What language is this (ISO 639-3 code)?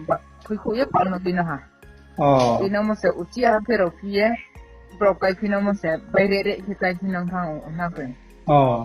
ria